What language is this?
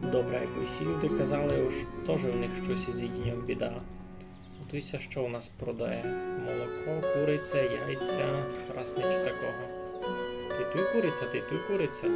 Rusyn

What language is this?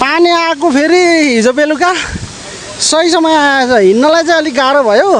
Nepali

